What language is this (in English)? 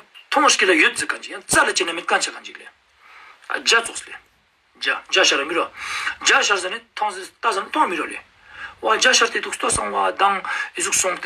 Ladakhi